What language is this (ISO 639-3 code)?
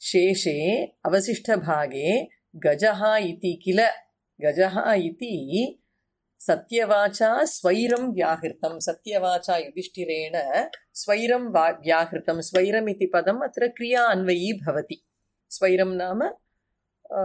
san